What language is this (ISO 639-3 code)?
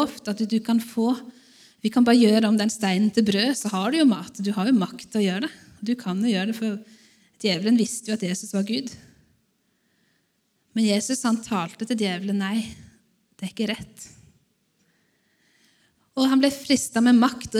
nor